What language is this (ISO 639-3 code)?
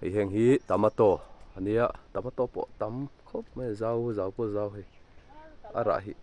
lus